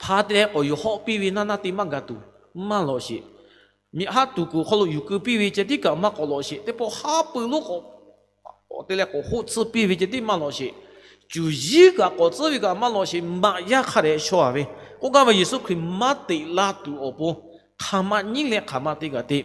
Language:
Lahu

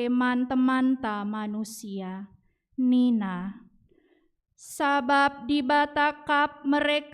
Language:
Batak Karo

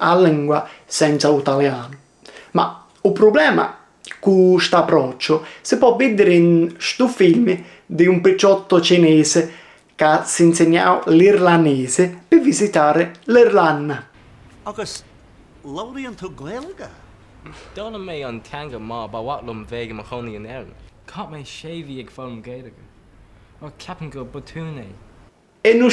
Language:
Sicilian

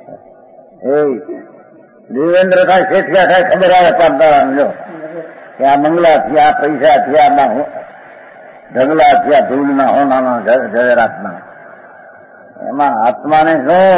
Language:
Gujarati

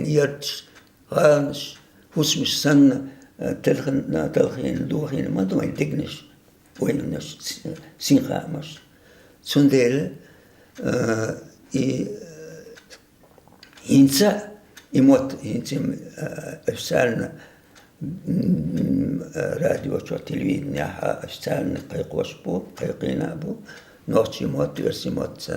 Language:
Chechen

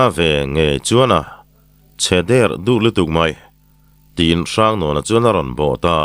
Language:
Mizo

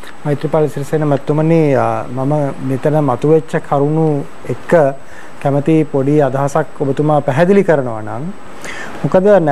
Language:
Sinhala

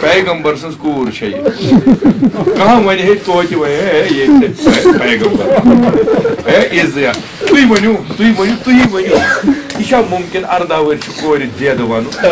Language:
Kashmiri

